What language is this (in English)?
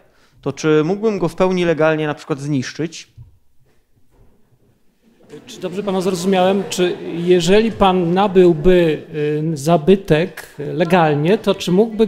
Polish